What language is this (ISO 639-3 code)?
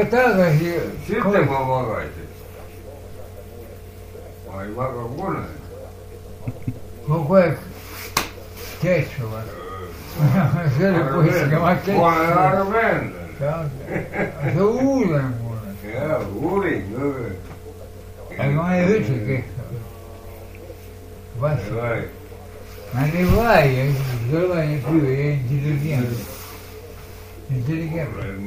est